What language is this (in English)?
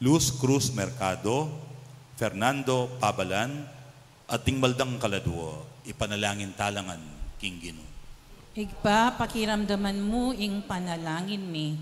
Pampanga